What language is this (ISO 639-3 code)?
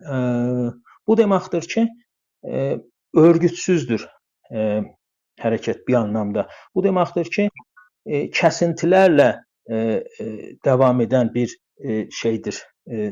azb